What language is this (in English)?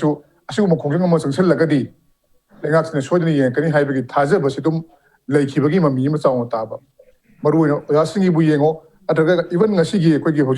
Manipuri